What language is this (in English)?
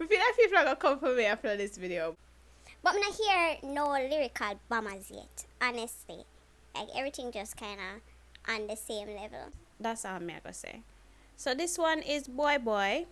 Jamaican Creole English